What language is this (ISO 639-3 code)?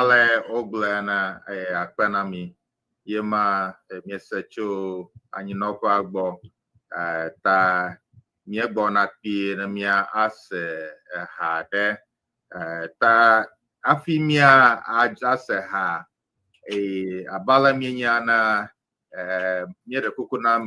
ewe